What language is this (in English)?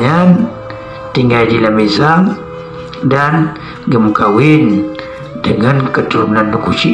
Achinese